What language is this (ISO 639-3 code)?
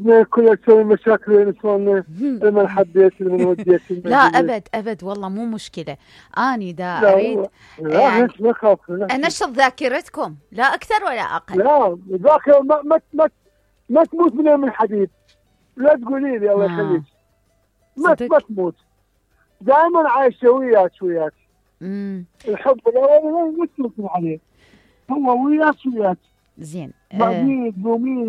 acm